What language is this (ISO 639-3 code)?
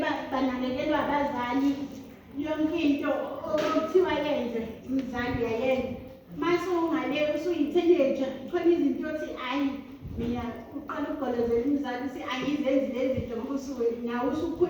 zul